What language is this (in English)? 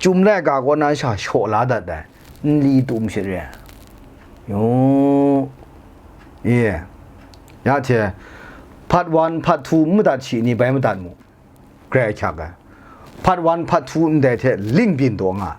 Kachin